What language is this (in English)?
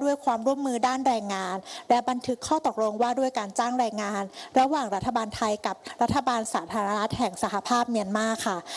Thai